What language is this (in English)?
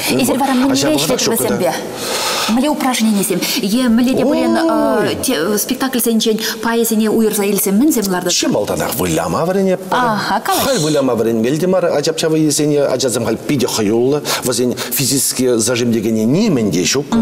Chuvash